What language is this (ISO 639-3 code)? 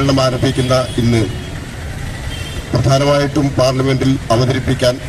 mal